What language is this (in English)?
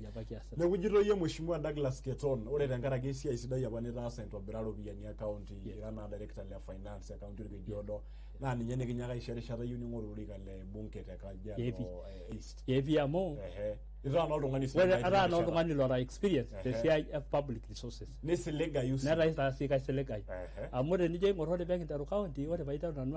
Masai